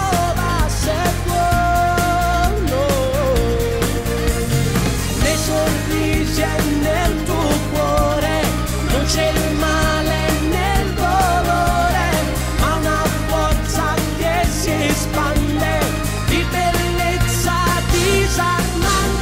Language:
Italian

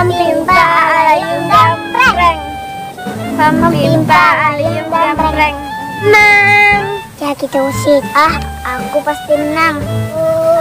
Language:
Musi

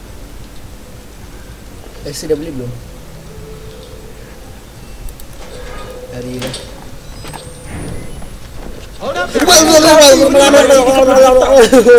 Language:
Malay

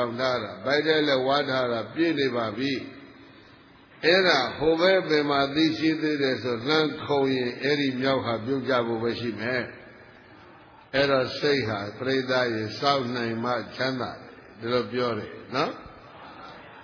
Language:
Burmese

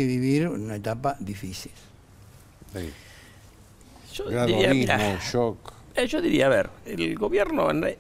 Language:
Spanish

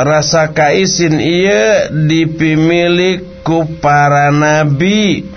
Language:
Sundanese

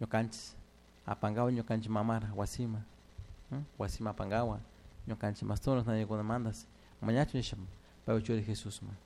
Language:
Chimborazo Highland Quichua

